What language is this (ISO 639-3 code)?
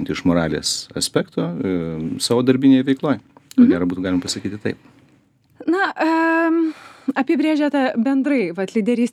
lit